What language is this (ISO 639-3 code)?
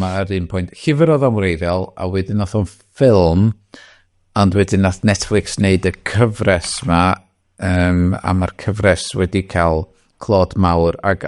cym